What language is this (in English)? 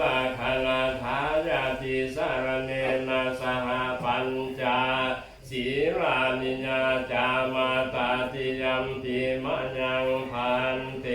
Northeastern Thai